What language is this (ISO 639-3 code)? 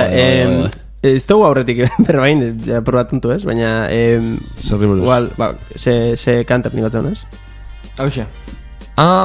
eus